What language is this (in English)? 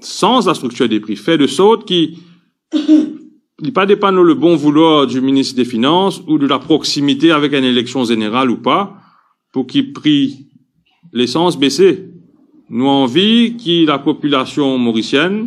Morisyen